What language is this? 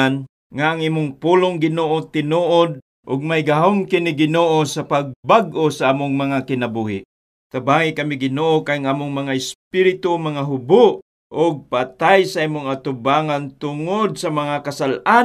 Cebuano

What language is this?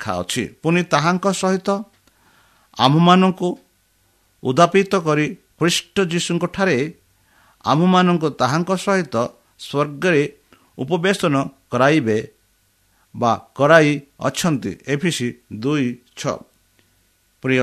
Odia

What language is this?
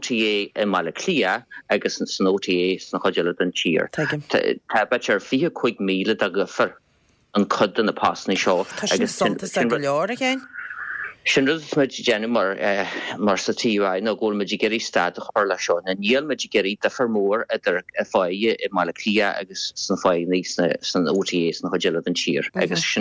Irish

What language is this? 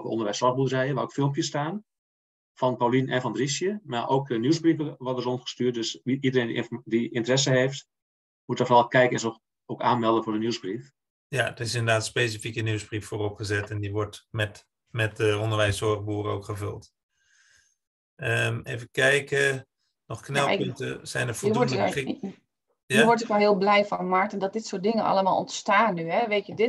Dutch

